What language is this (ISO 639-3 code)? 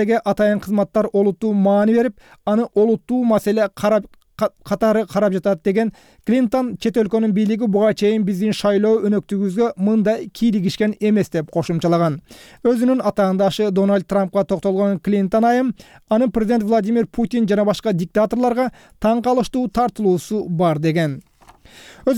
kir